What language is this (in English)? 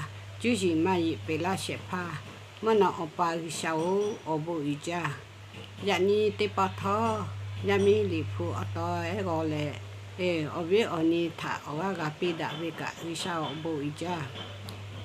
Lahu